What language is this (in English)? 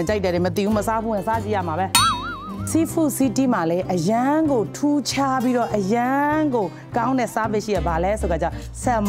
Burmese